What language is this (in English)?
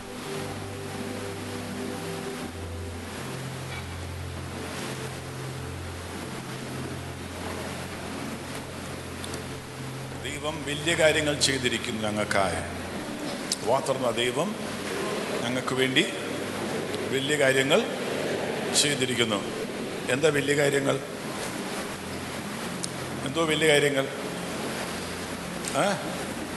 Malayalam